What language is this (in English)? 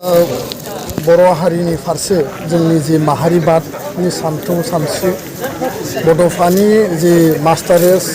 Bodo